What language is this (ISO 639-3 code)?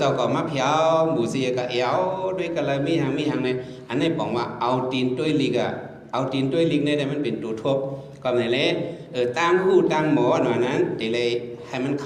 shn